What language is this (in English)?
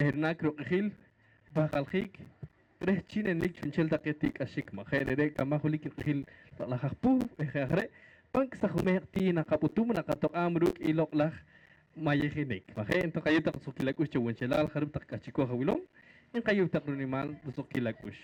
Poqomchi'